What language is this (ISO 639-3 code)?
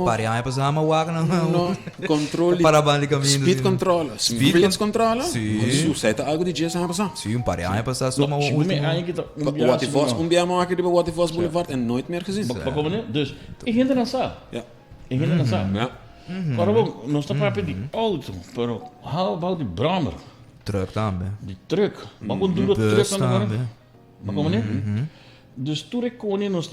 pap